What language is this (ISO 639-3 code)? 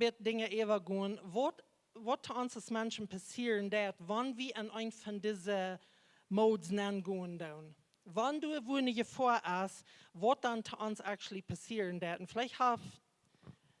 pdt